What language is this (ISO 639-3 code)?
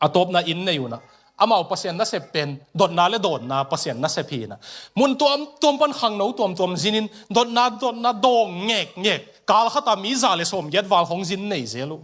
ctd